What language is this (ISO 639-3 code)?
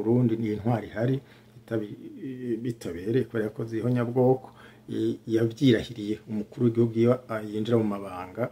run